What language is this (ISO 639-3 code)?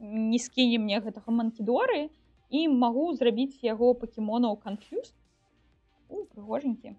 bel